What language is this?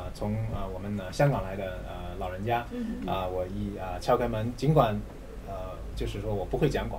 Chinese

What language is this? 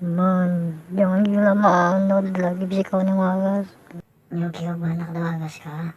Banjar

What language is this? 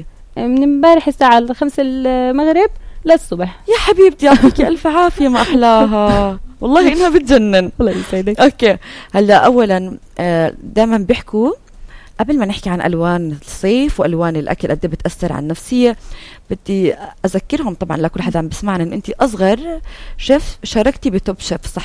North Levantine Arabic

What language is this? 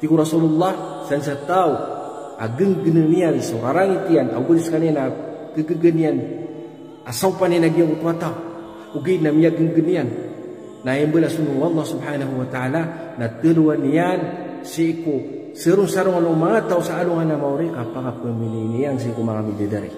Maranao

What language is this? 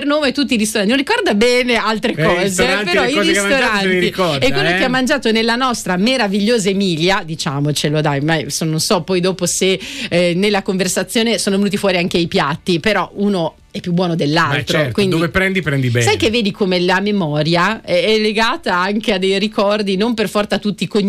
Italian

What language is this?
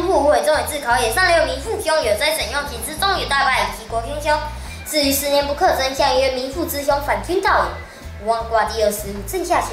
Literary Chinese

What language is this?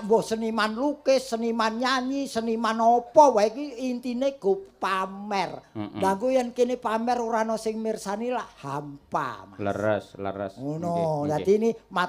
Javanese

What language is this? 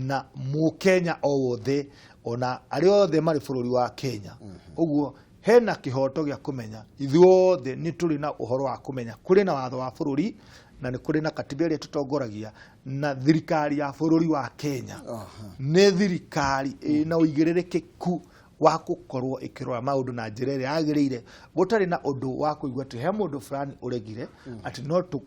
Kikuyu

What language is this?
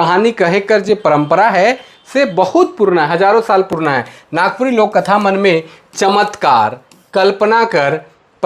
Sadri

